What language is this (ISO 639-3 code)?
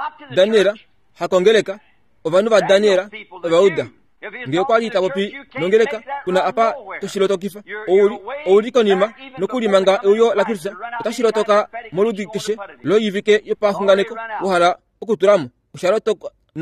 kua